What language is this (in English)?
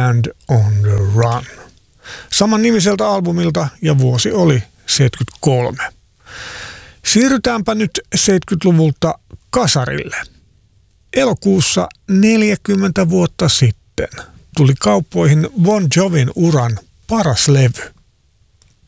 Finnish